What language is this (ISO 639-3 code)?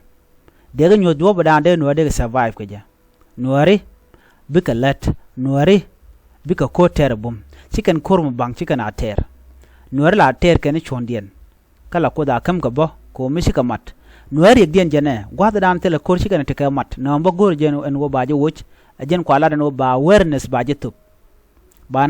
nus